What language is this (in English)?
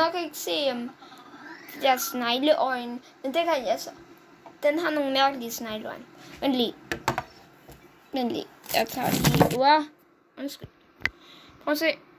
Danish